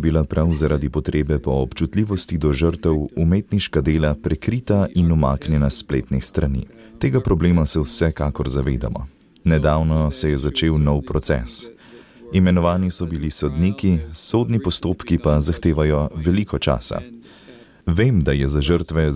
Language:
Slovenian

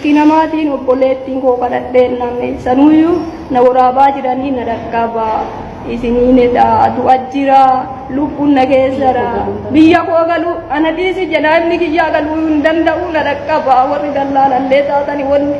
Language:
Oromo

